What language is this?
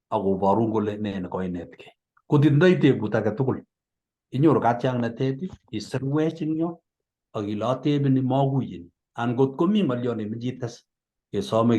Kalenjin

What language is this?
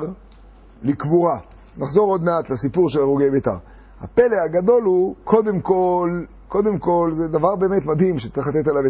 Hebrew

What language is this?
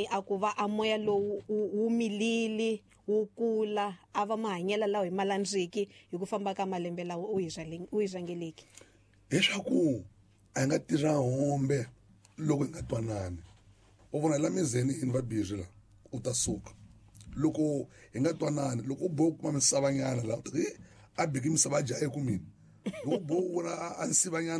Tsonga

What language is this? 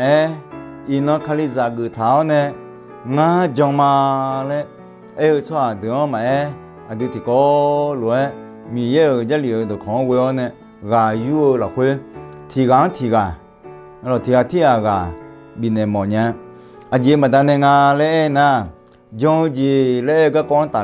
Akha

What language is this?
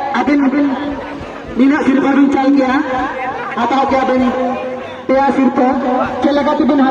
Santali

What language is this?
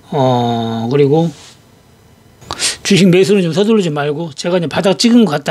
Korean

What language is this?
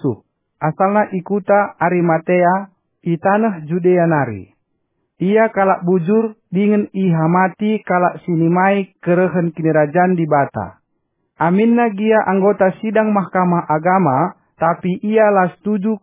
Batak Karo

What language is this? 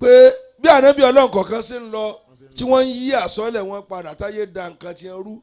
Yoruba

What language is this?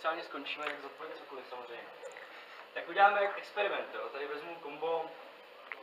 Czech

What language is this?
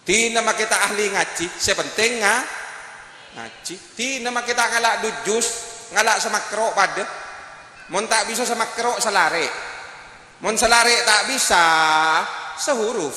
Madurese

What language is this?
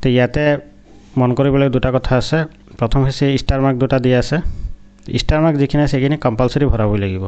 Assamese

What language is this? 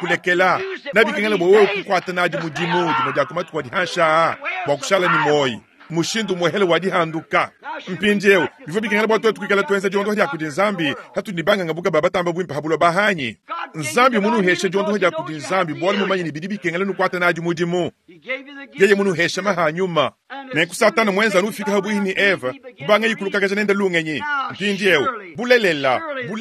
Luba-Lulua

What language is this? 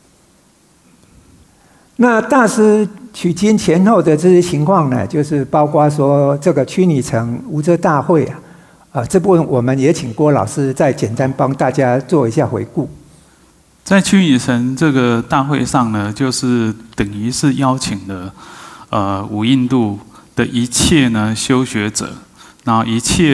Chinese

